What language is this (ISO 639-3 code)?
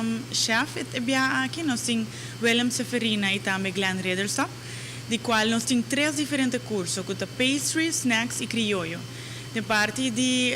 pap